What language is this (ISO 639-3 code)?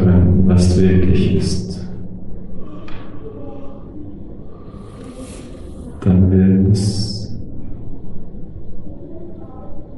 deu